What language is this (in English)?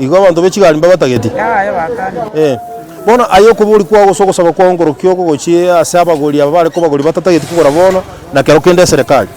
Gusii